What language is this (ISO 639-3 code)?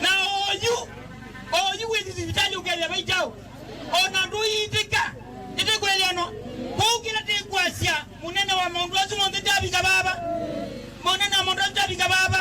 kam